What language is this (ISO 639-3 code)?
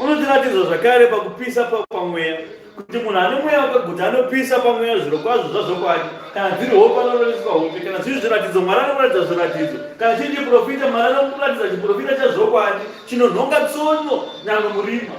sna